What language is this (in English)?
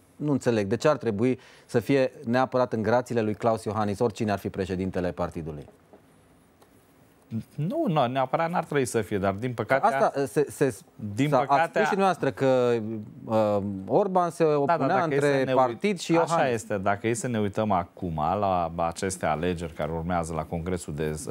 Romanian